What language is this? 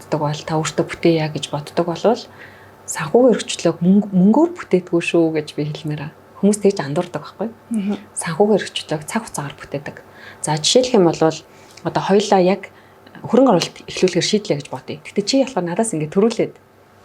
Mongolian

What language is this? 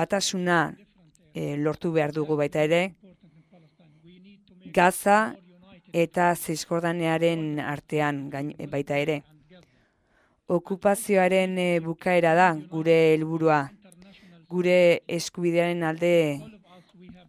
Basque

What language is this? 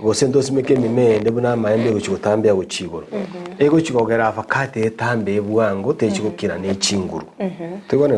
Gusii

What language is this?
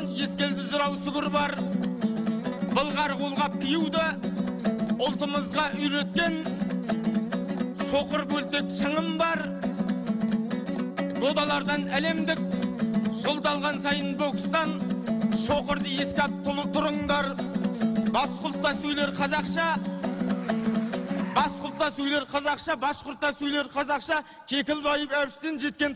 Kazakh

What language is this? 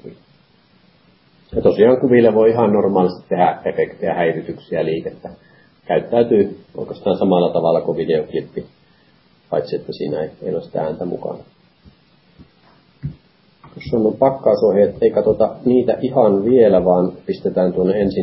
Finnish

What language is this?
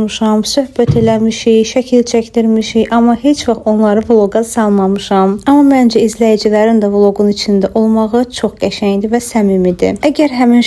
Azerbaijani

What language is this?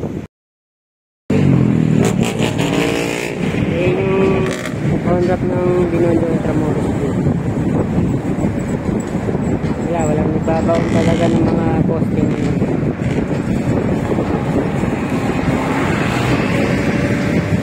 Filipino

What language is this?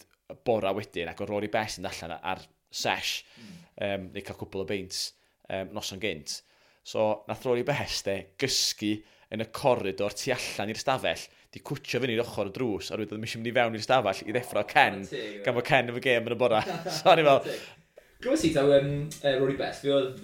Welsh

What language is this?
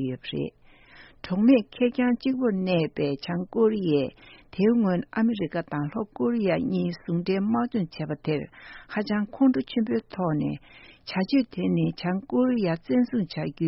Tibetan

